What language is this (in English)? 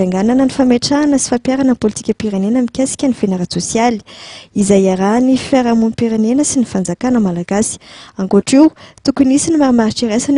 Malagasy